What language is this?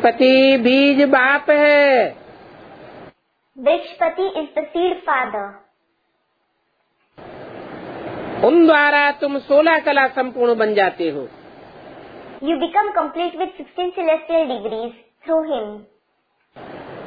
Hindi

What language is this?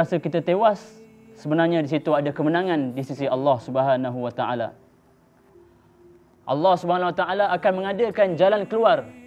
Malay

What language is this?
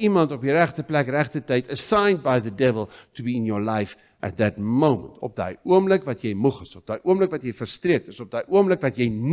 Afrikaans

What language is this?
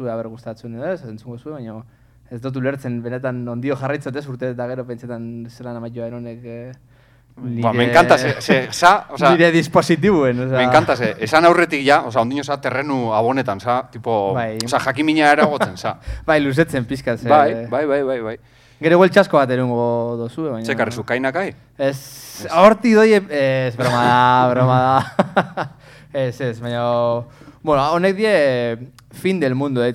Basque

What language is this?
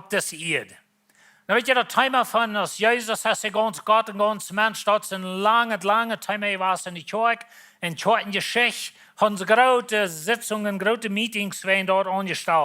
Plautdietsch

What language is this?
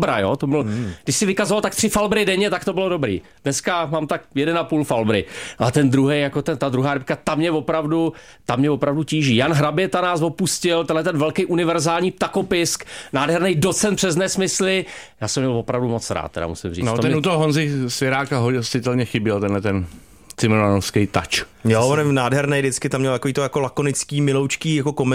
Czech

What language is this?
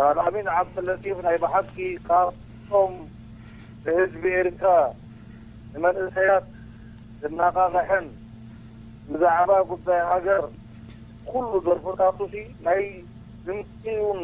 Tigrinya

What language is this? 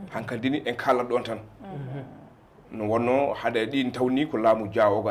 Fula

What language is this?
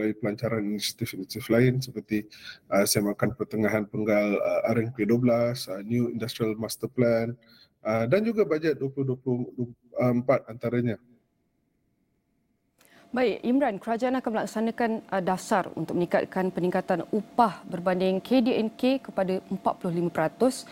Malay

